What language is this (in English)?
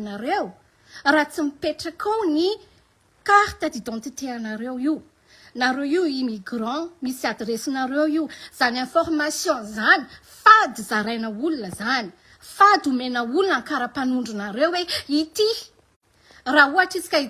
Malagasy